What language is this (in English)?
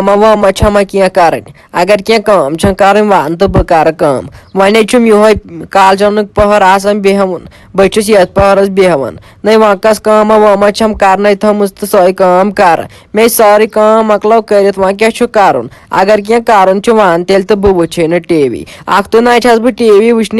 Kashmiri